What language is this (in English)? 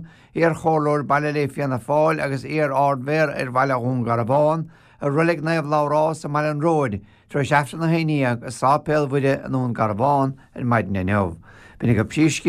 Irish